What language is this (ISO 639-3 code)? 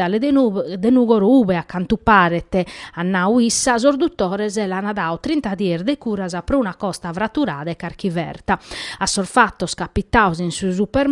srd